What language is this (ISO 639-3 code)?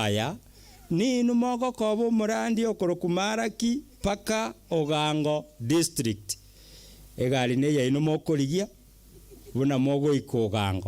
guz